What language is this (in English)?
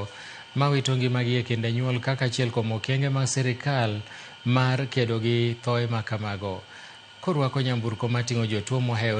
Luo (Kenya and Tanzania)